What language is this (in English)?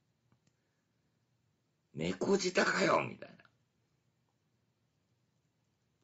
Japanese